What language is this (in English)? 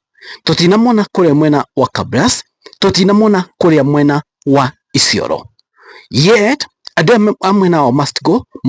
Kikuyu